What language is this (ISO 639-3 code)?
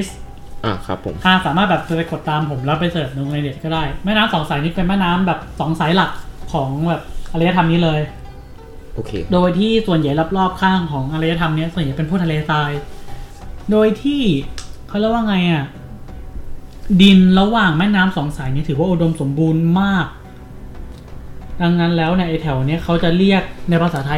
tha